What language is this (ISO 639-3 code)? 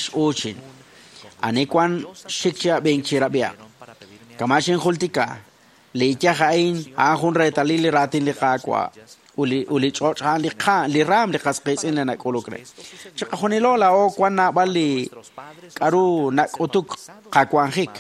kek